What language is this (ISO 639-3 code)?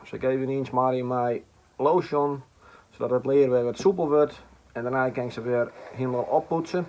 fry